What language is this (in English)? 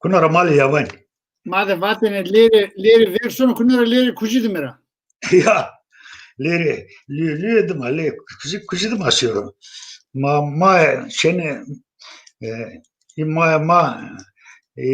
Zaza